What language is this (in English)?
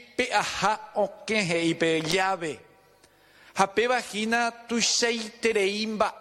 Guarani